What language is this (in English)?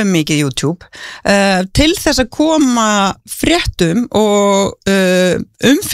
Icelandic